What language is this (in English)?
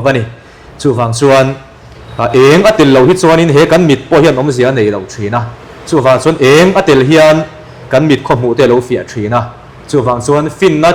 Mizo